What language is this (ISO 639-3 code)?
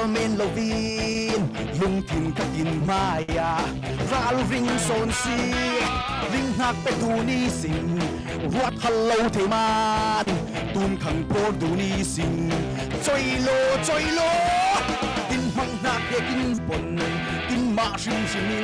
cfm